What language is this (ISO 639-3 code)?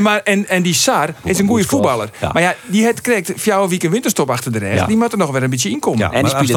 fry